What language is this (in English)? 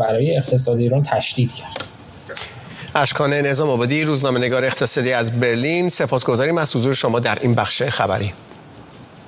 Persian